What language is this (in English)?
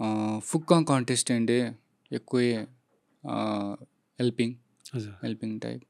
Newari